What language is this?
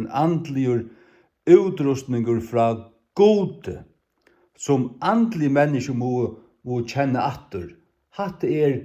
Faroese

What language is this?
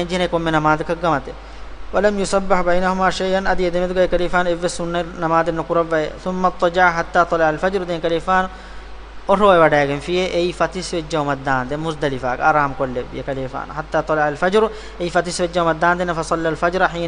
Divehi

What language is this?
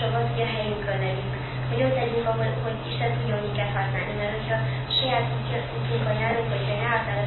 Hungarian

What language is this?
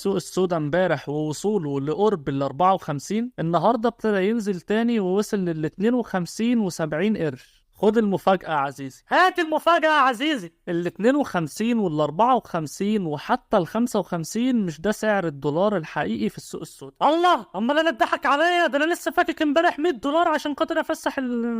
Egyptian Arabic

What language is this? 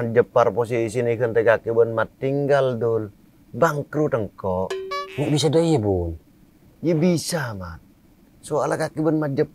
Madurese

